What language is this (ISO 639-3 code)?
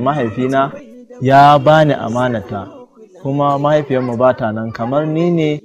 hau